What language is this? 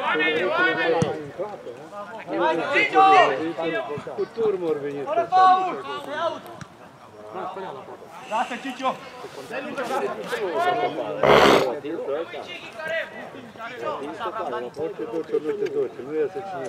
Romanian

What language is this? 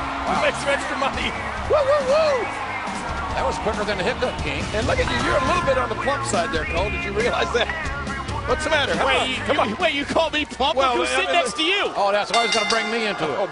English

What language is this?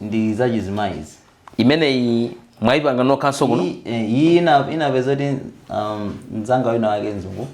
Nyanja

